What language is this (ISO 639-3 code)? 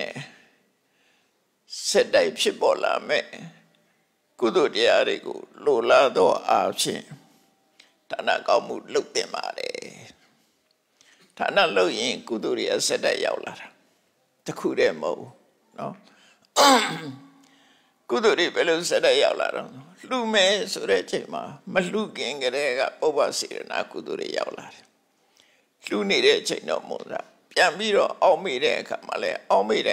mya